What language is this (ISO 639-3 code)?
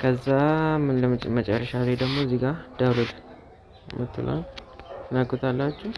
amh